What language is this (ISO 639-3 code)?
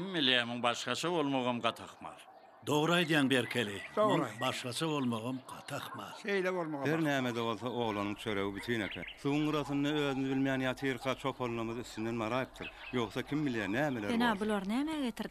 tuk